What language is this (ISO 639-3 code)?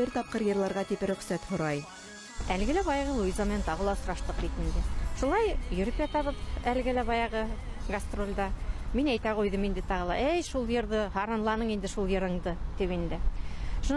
bak